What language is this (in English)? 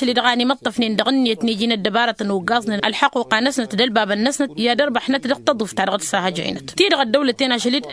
Tamasheq